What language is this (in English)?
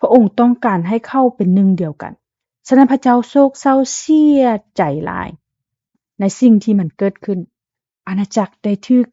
Lao